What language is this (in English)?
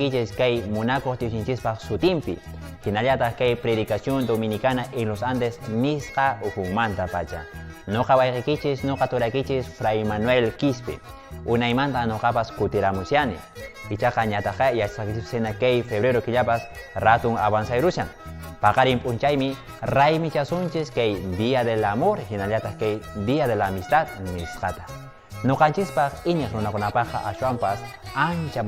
Quechua